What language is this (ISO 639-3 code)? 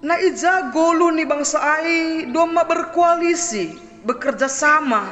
bts